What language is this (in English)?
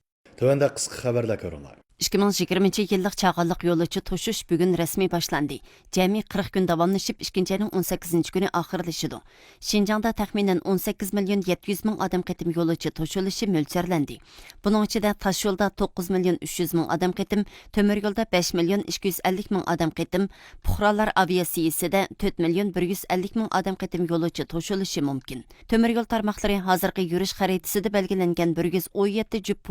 Uyghur